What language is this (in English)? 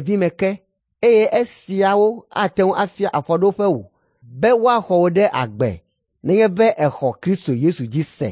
Ewe